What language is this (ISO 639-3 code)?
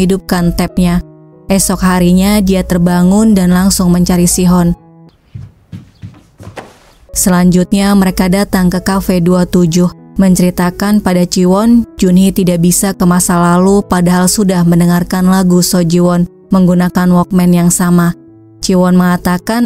ind